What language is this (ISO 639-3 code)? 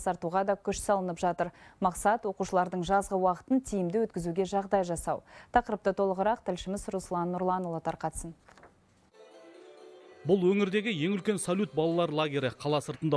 kaz